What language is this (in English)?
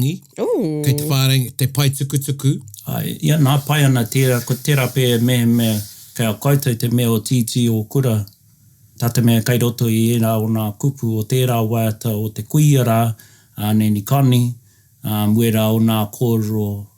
Māori